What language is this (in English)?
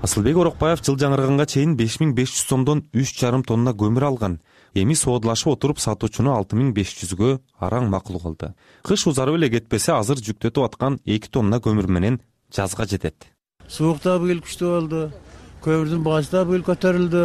Kyrgyz